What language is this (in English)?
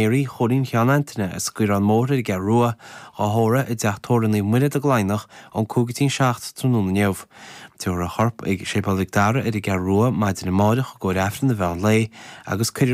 Irish